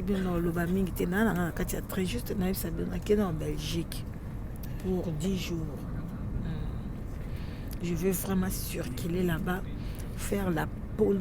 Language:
Lingala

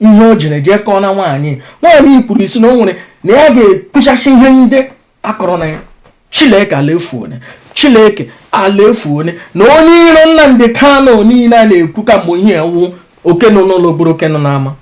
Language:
Igbo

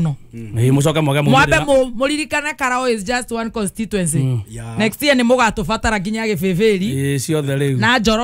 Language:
Kikuyu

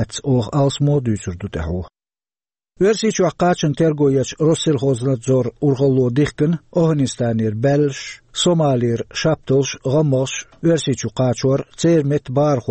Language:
Chechen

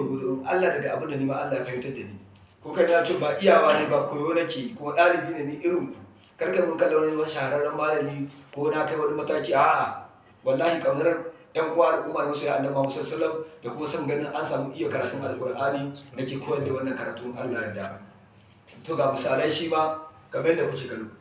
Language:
Hausa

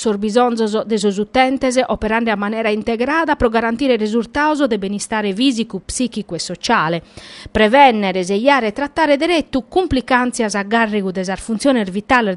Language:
Sardinian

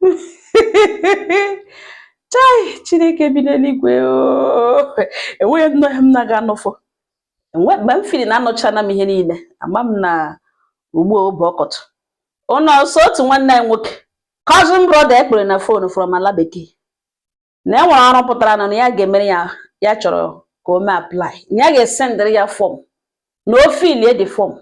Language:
Igbo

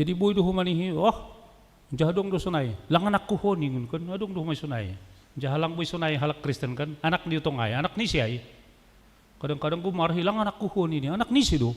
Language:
Batak Simalungun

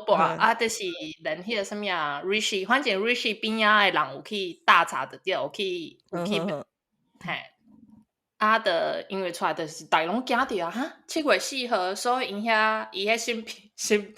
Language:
Min Nan Chinese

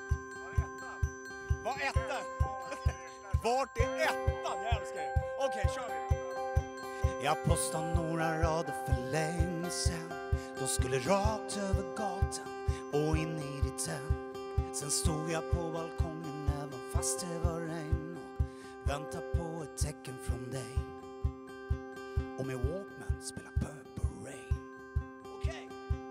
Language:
Swedish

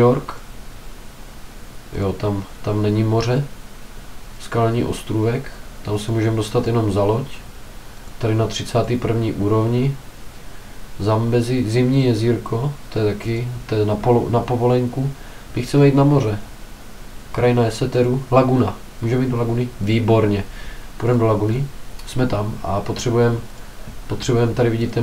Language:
Czech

